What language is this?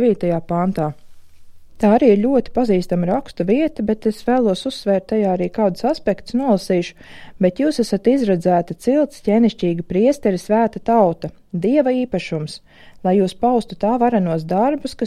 Latvian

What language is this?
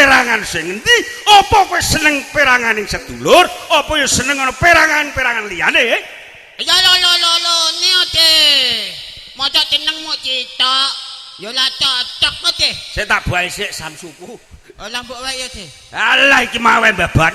Javanese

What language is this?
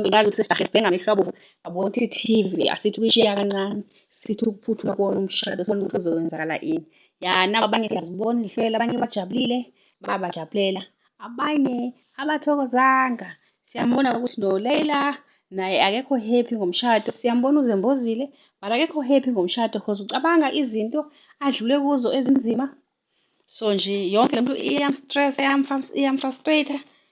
Zulu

